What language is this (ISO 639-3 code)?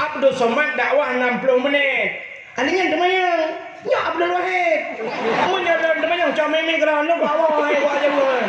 ace